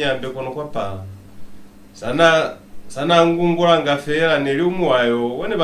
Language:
Lozi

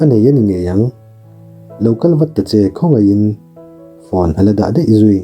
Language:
Mizo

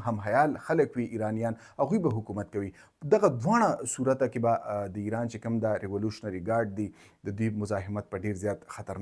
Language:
Pashto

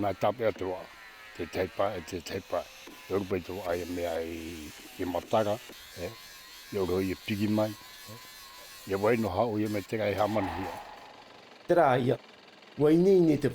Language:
Tahitian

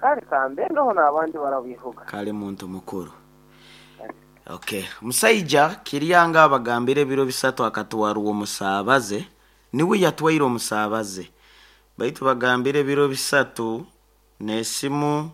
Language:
Nyoro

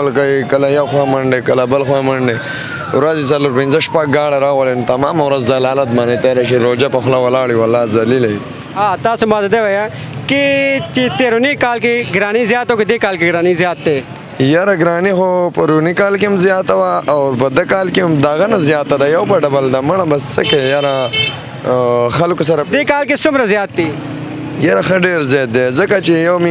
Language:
Pashto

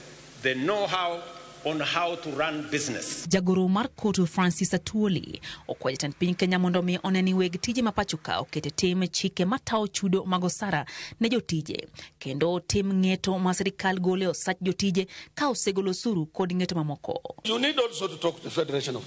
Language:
Luo (Kenya and Tanzania)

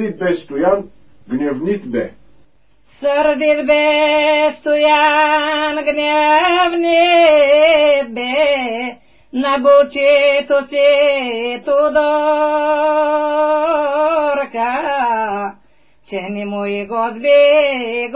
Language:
Bulgarian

